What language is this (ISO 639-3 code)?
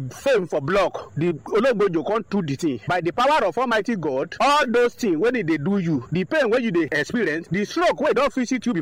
pcm